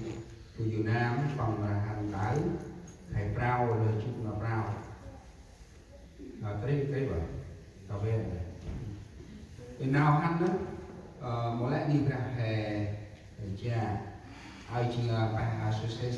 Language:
Central Mnong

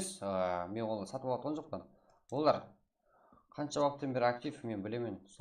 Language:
Kara-Kalpak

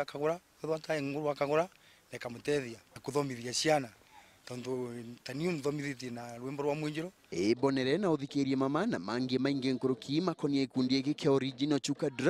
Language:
Meru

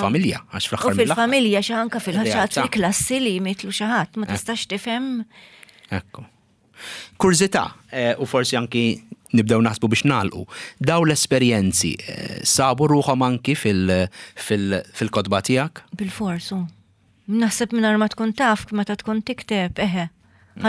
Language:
Maltese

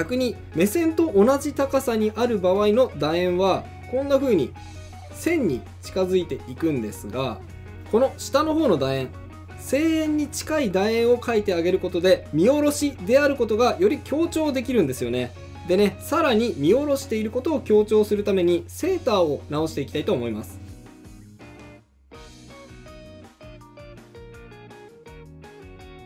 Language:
Japanese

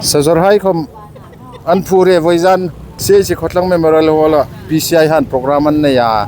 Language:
Hmar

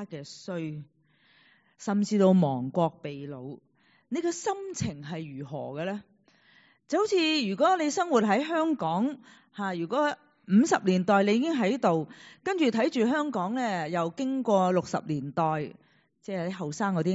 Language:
Cantonese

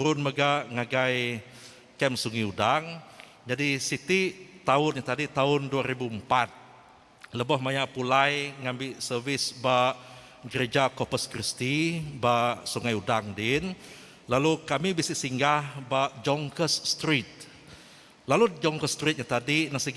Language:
Iban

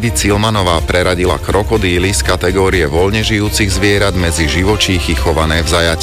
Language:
Slovak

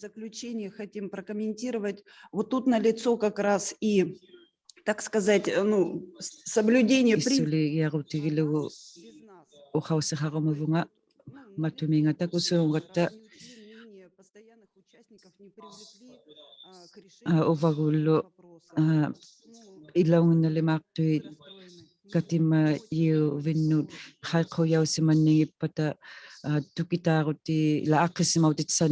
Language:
Inuktitut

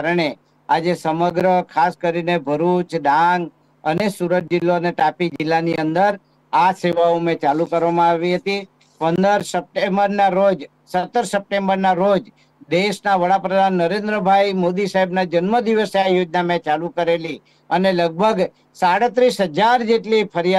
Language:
Gujarati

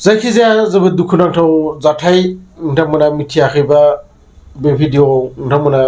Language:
Bodo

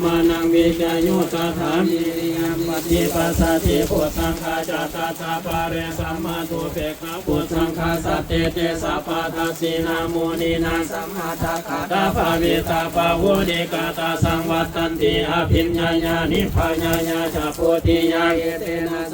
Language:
Pali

